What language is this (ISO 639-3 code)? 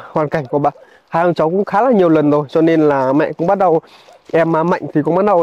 vie